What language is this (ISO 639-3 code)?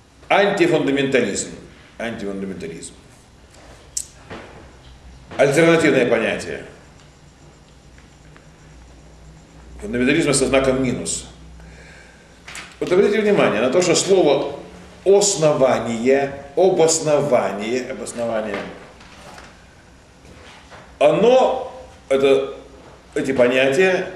rus